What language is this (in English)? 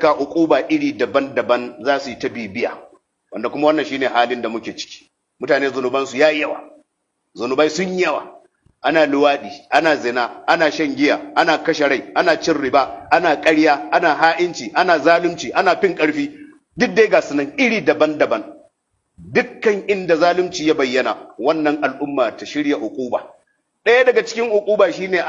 Hausa